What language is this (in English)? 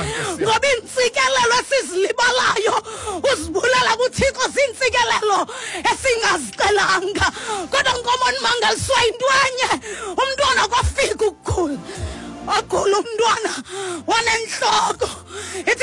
Xhosa